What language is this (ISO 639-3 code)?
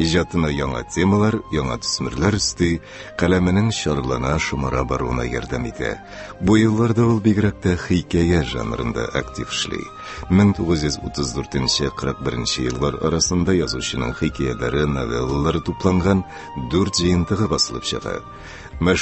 tat